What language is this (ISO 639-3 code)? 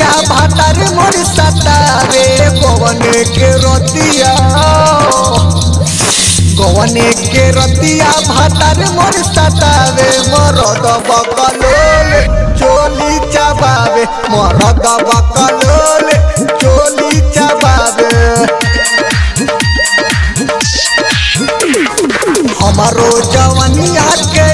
bho